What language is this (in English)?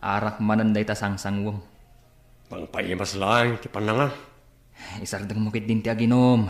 Iloko